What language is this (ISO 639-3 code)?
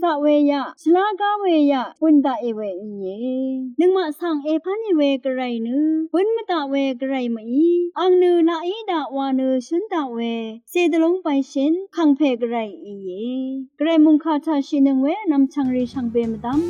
raw